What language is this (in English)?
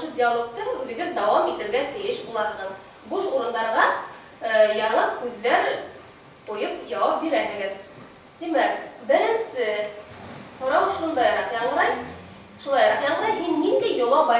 Bashkir